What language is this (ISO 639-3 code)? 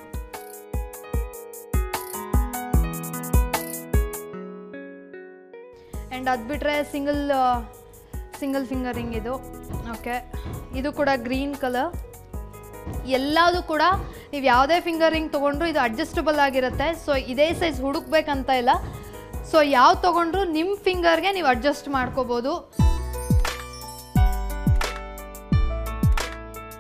kan